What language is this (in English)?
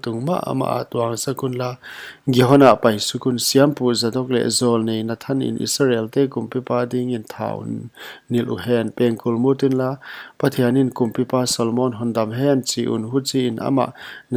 Paite Chin